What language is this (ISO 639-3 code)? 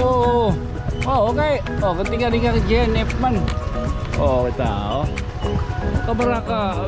war